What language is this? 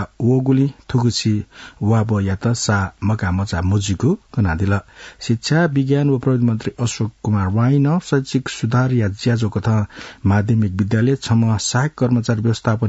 Newari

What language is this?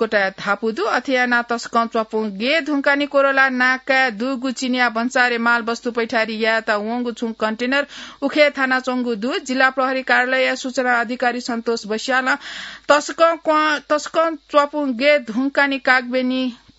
Newari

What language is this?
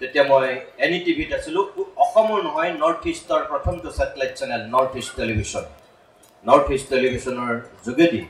Assamese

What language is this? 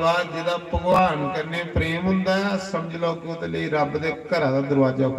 Dogri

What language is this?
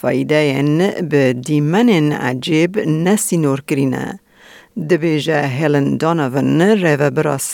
Kurdish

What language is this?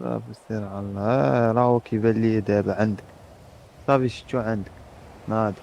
Moroccan Arabic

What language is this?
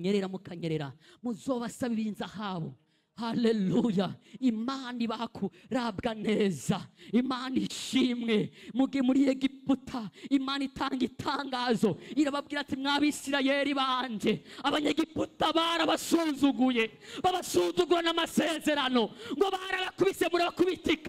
Rundi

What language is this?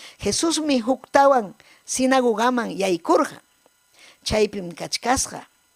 Ayacucho Quechua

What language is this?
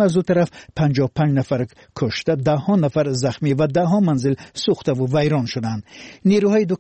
Persian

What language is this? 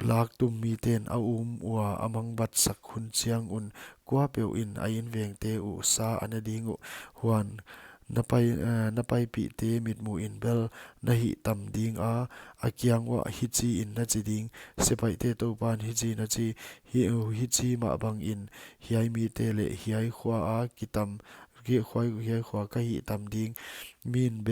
Paite Chin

